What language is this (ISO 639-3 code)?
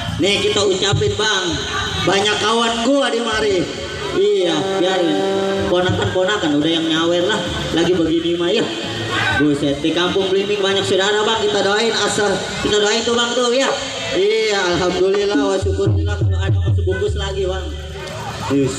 bew